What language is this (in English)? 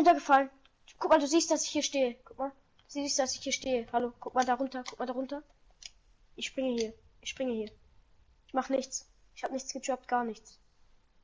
Bavarian